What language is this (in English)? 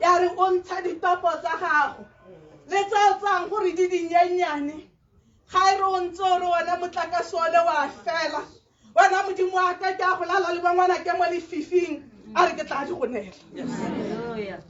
Tswana